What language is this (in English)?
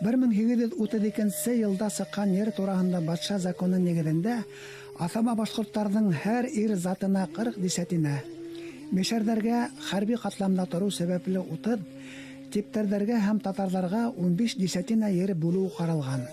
Bashkir